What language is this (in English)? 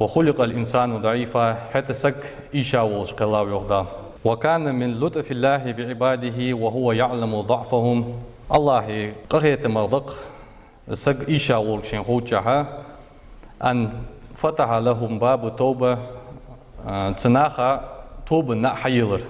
Ingush